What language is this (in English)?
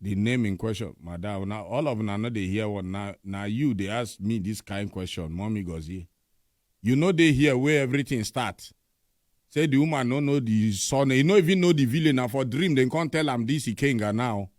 Nigerian Pidgin